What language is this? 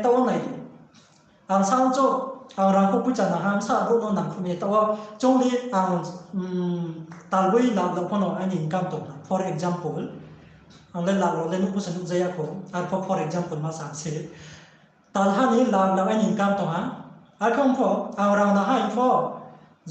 Riang (India)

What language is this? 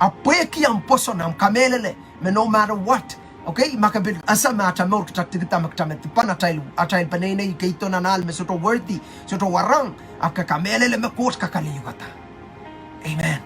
Pohnpeian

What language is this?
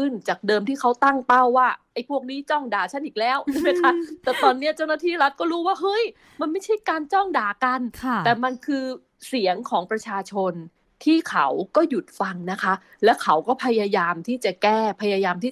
Thai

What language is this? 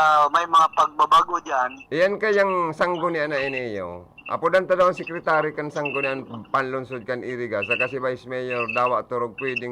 Bikol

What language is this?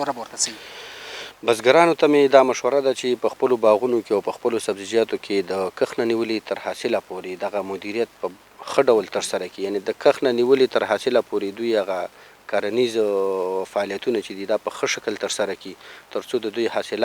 Pashto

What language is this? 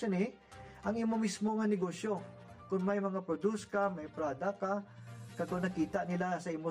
Hiligaynon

